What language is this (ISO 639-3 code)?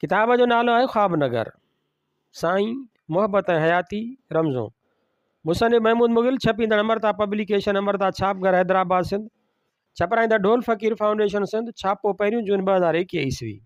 snd